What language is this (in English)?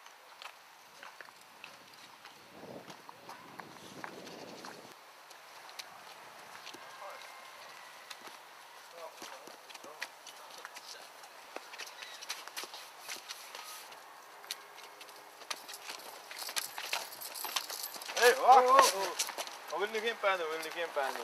Dutch